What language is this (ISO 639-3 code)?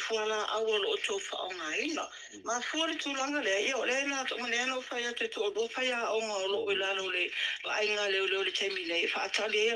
smo